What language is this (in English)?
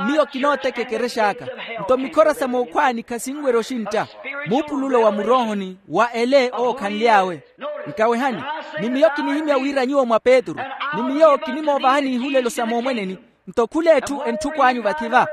Makhuwa